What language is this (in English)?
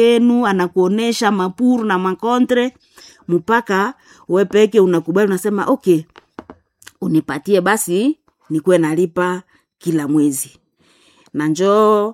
Swahili